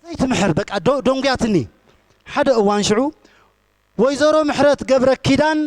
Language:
Tigrinya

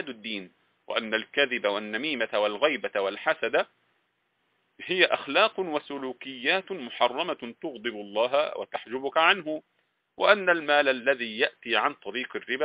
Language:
Arabic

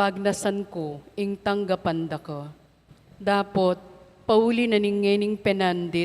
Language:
Pampanga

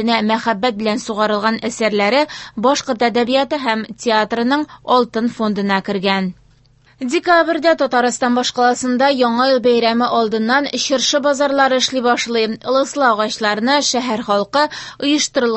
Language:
Tatar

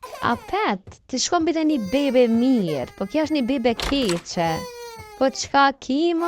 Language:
Albanian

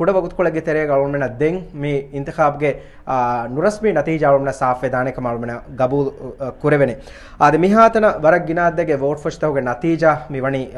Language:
Divehi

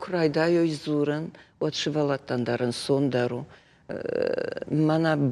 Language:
Ossetic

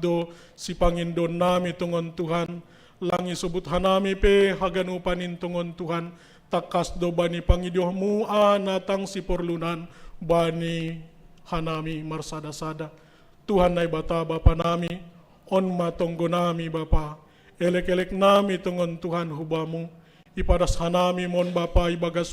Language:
Batak Simalungun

